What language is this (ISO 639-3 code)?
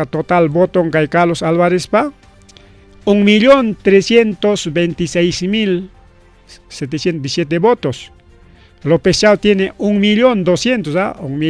quy